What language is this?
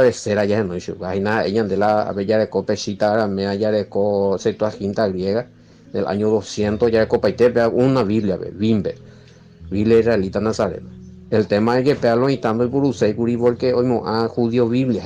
Guarani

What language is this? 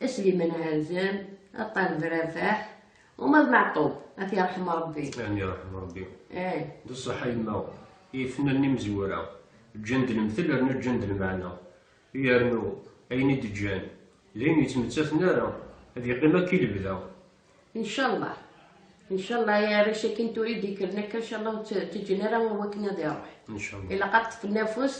Kabyle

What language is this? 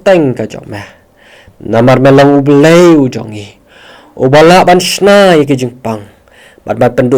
Khasi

